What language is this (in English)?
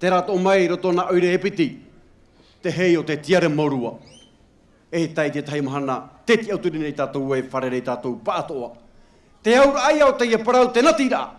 Tahitian